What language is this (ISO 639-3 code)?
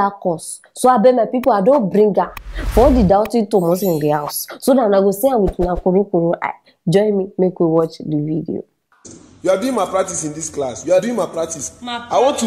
pcm